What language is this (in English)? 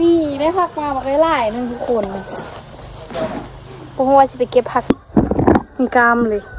Lao